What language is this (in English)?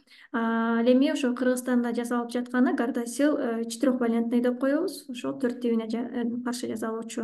Kyrgyz